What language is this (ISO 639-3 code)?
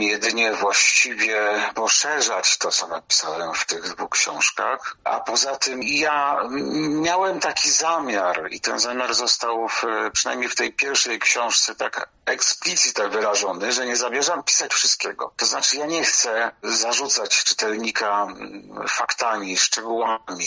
pol